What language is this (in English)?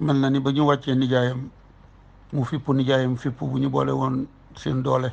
Wolof